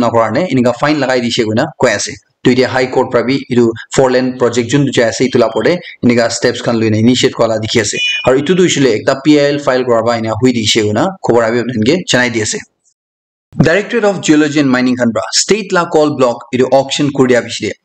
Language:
Naga Pidgin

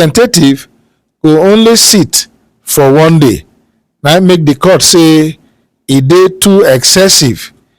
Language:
Nigerian Pidgin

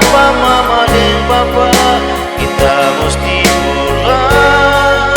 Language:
Manado Malay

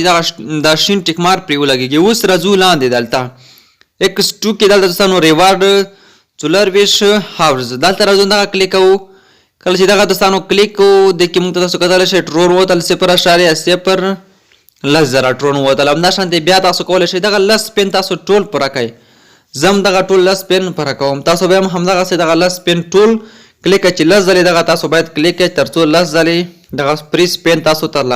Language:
Pashto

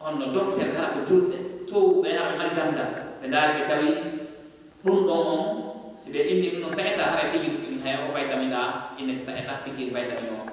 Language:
Fula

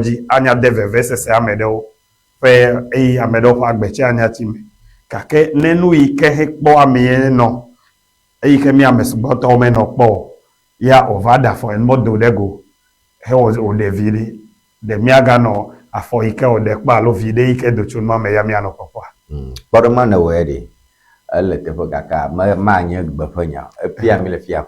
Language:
Ewe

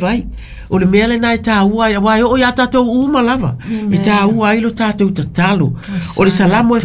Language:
Samoan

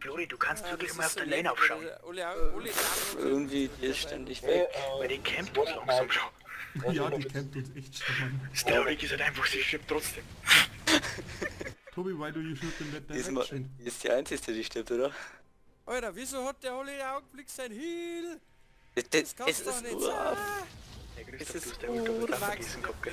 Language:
Bavarian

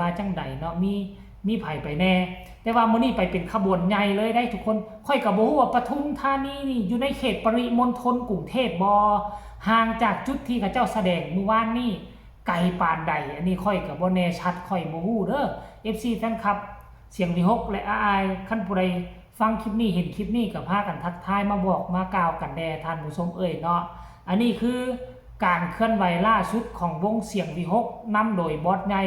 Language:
Northeastern Thai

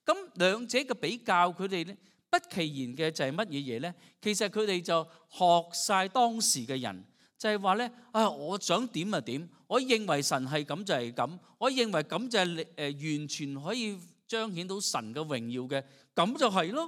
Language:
Cantonese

